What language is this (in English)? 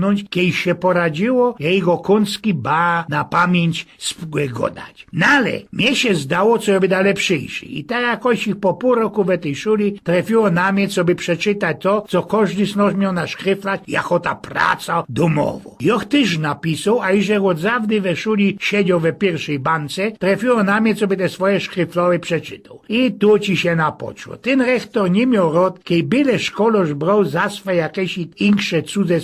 Silesian